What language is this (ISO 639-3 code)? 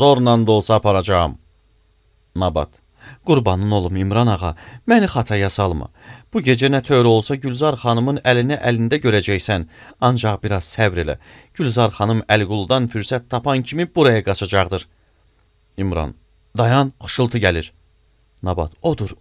aze